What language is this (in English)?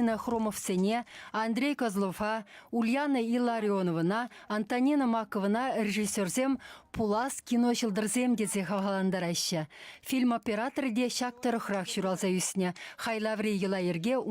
Chuvash